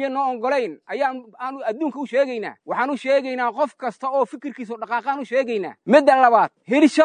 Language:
Somali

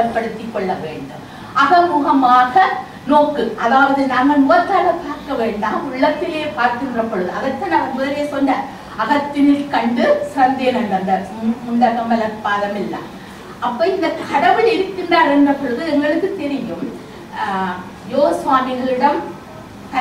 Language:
Tamil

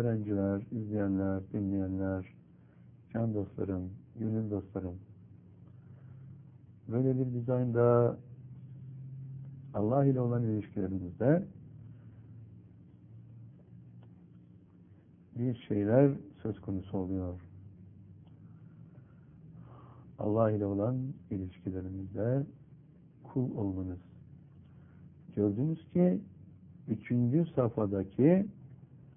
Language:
Turkish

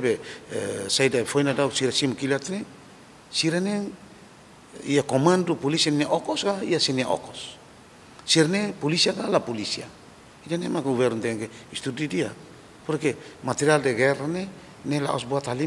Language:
Tetum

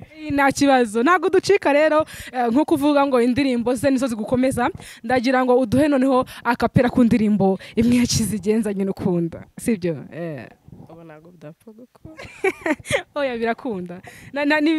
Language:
Kinyarwanda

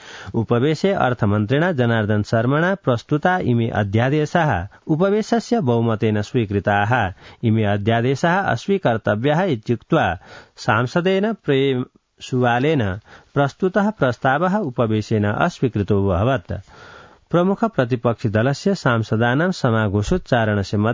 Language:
Sanskrit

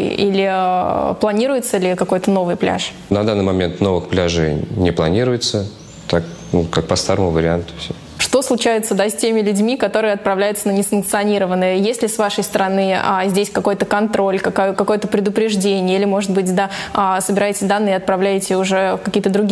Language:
Russian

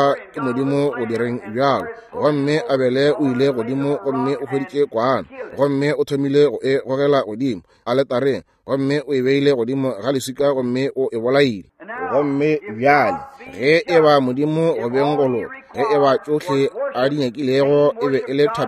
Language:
Northern Sotho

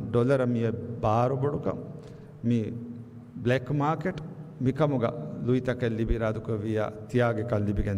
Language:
Divehi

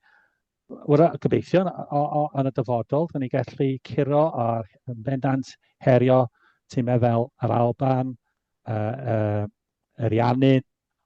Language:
Welsh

